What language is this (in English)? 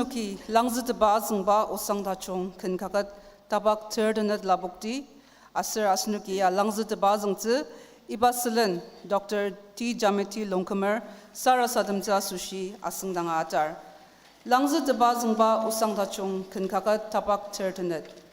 Ao Naga